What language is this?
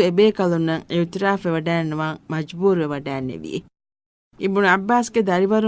Divehi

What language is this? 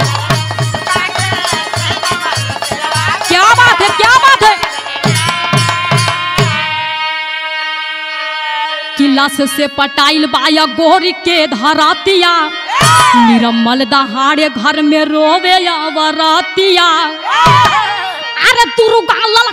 Bhojpuri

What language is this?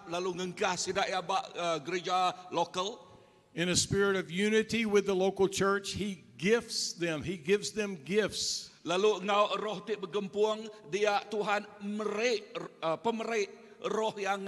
Iban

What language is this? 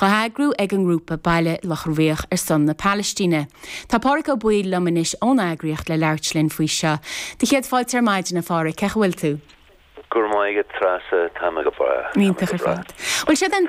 Irish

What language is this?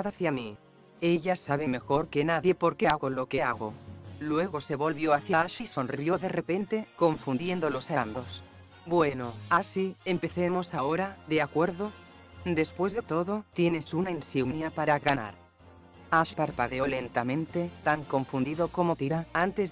Spanish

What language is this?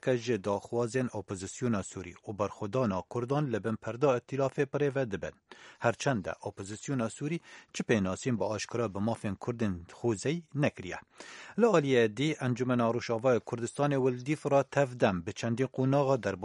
Kurdish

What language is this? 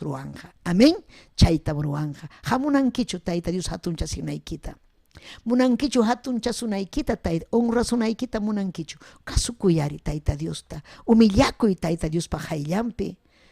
Ayacucho Quechua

